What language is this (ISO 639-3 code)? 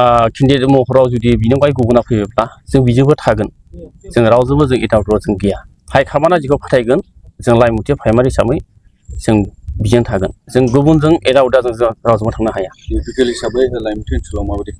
brx